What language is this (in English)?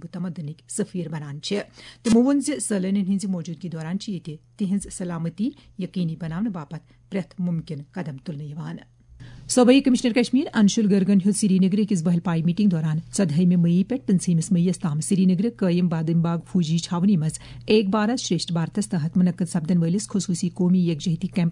Kashmiri